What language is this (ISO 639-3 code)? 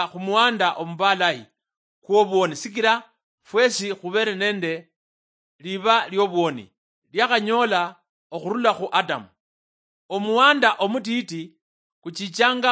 luy